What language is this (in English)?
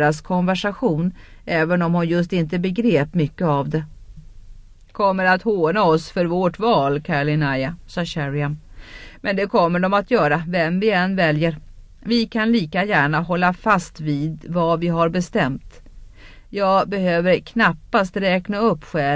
Swedish